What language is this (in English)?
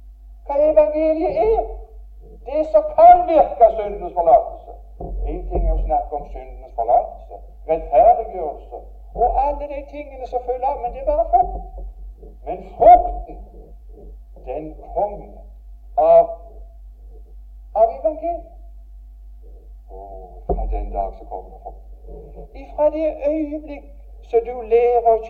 Norwegian